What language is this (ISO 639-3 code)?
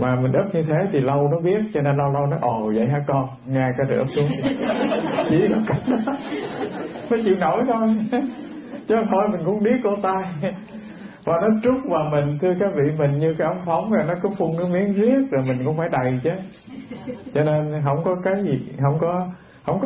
vie